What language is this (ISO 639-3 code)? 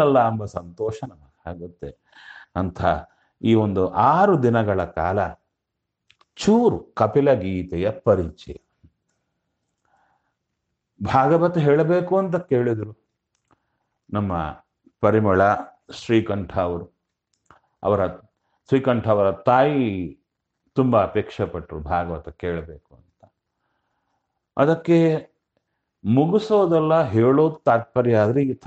kan